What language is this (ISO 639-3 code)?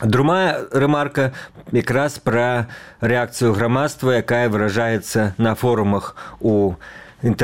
bel